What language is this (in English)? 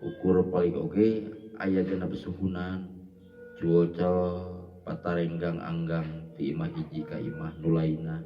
Sundanese